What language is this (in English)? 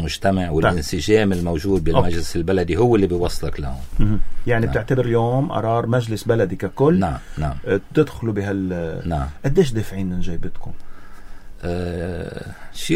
North Levantine Arabic